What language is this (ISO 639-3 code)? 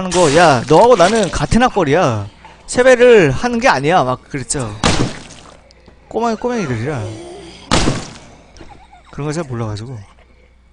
kor